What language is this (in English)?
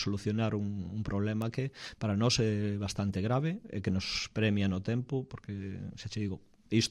Galician